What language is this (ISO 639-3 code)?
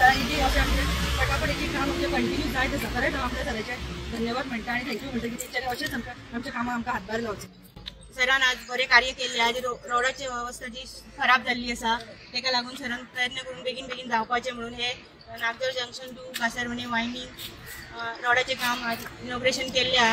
kok